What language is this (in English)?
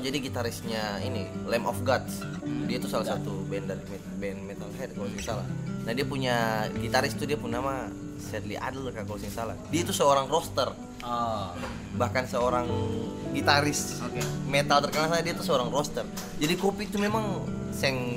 Ambonese Malay